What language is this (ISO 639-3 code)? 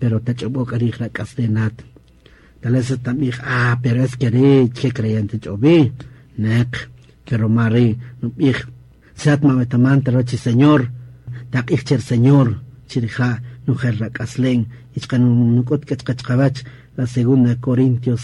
cak